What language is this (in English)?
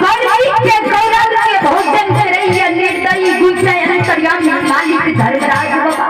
Maithili